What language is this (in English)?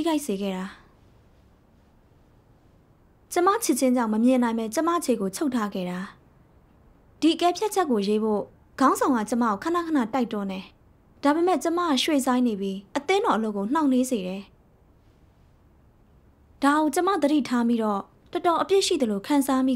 Burmese